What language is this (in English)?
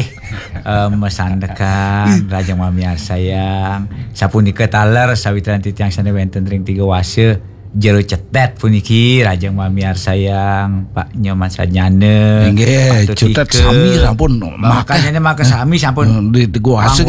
Balinese